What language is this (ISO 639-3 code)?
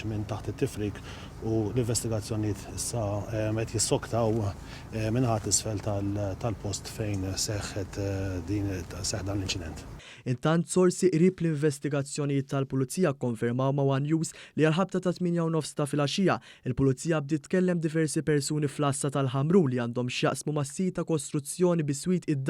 mlt